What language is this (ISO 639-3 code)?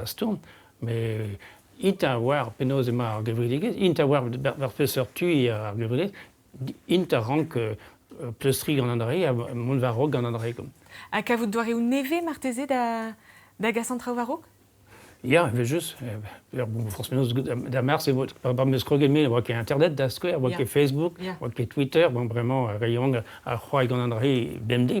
bre